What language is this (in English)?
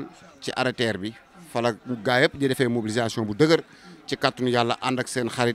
Wolof